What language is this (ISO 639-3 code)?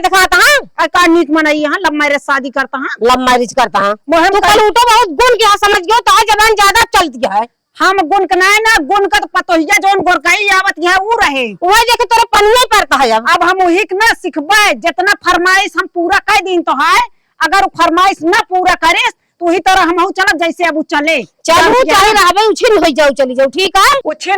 awa